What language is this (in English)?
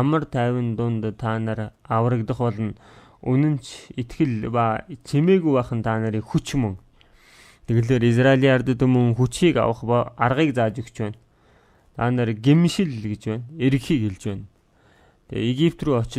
Mongolian